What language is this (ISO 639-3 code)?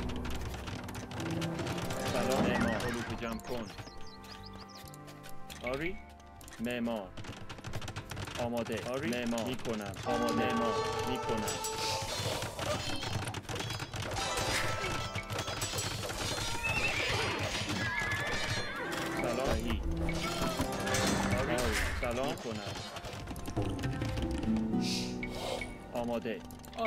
fas